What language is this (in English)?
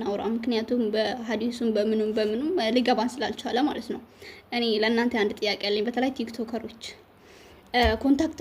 Amharic